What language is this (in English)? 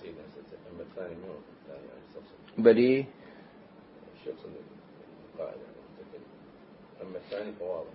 Mesopotamian Arabic